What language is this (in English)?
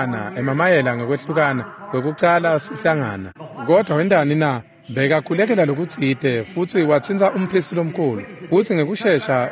Swati